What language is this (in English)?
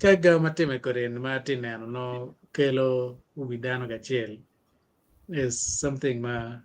Acoli